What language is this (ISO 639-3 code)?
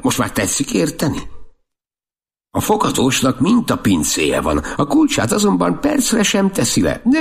hun